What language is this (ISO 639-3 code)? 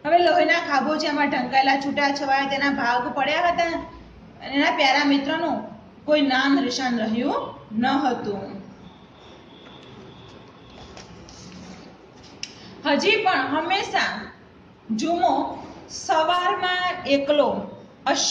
guj